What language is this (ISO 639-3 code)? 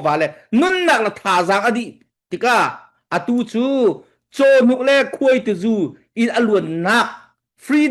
cfm